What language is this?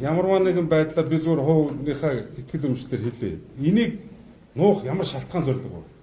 Mongolian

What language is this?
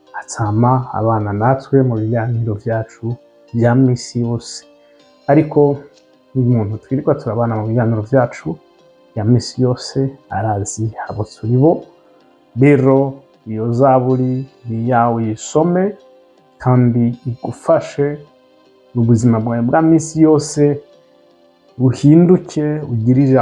Rundi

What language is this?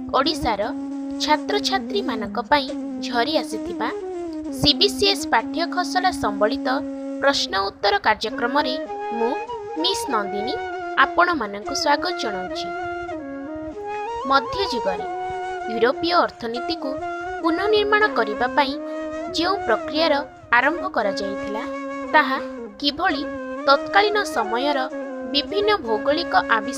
Odia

